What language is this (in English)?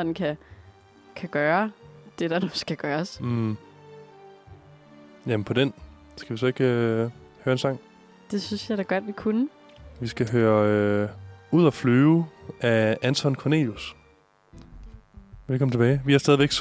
Danish